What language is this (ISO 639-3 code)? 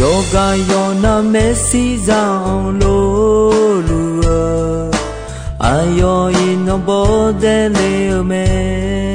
ahk